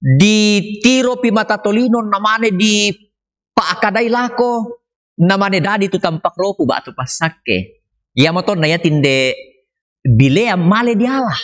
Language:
Toraja-Sa'dan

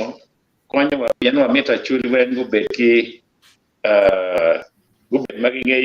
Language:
Acoli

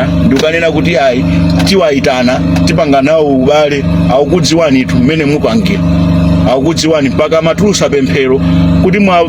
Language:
Nyanja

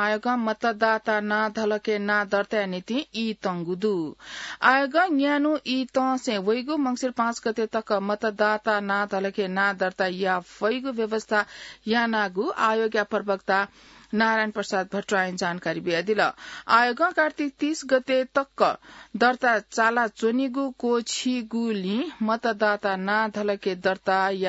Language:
Newari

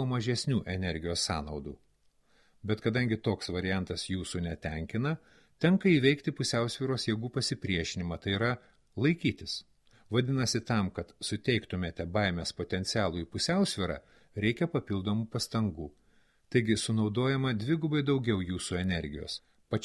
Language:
Lithuanian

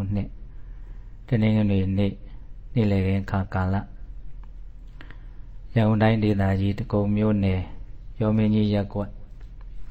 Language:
Burmese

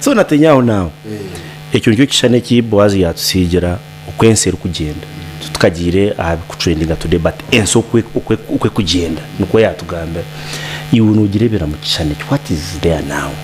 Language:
Nyankole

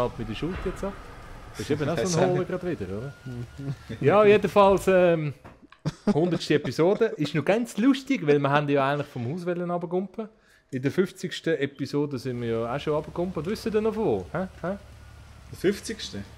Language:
Swiss German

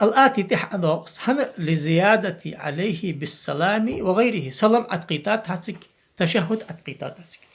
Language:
Ingush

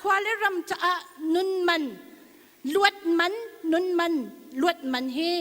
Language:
Hakha Chin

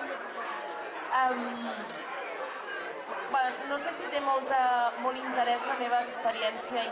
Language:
Catalan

